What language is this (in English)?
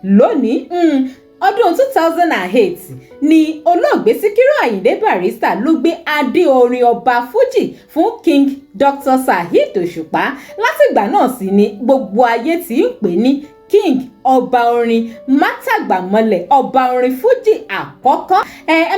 Yoruba